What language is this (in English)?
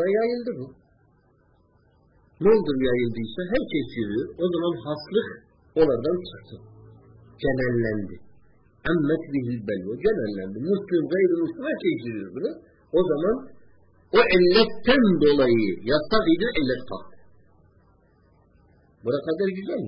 Turkish